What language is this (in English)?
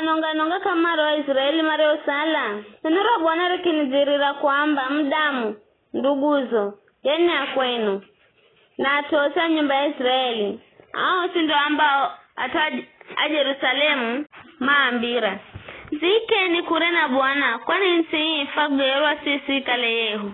Giryama